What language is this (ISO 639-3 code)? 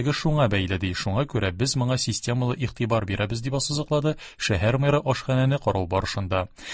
tat